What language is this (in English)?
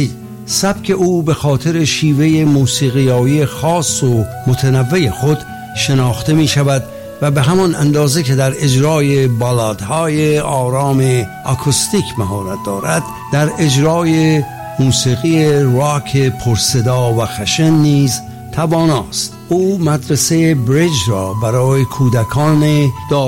Persian